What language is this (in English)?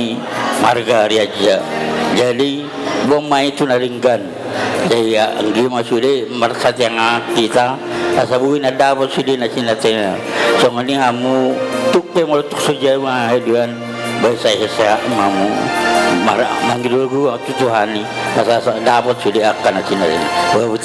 Batak Toba